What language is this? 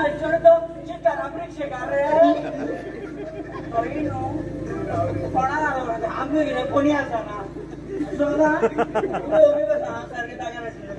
Konkani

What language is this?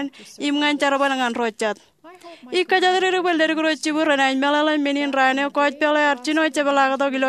Marshallese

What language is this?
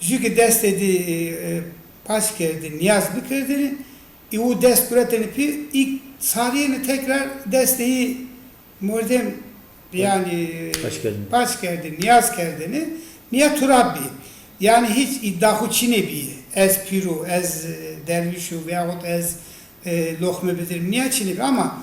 Zaza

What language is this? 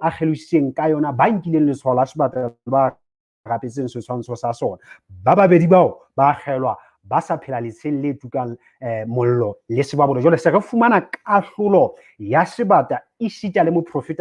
Southern Sotho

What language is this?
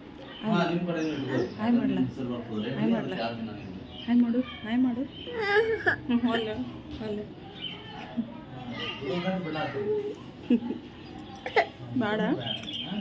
Kannada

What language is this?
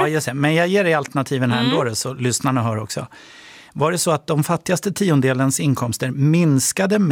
Swedish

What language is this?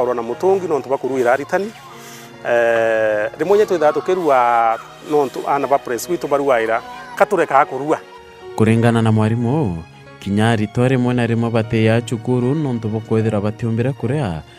Meru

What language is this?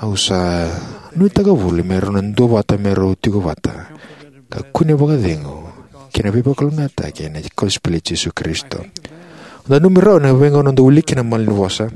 Fijian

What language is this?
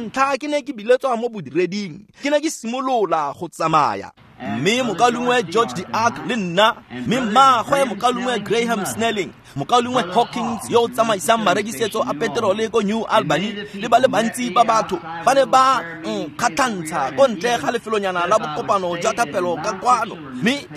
Tswana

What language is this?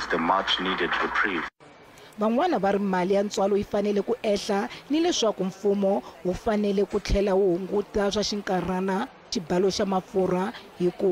Tsonga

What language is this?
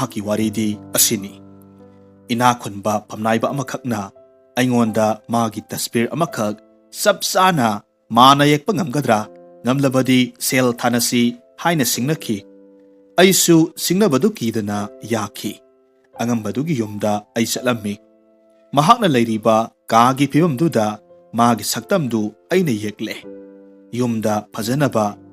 Manipuri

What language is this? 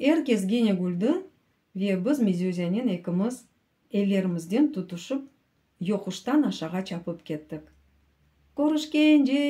Crimean Tatar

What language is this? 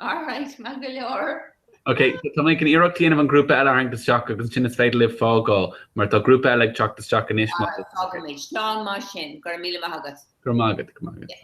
Irish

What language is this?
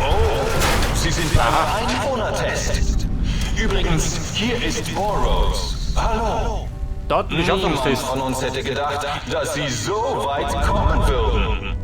Bavarian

